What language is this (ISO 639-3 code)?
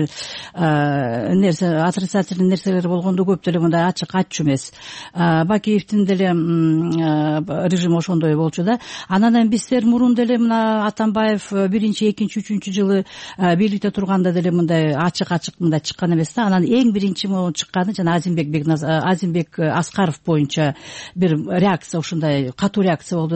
kir